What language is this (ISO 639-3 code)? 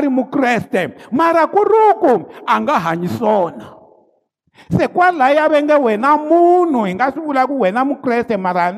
tso